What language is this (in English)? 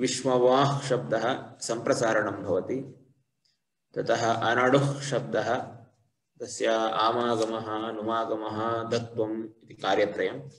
Sanskrit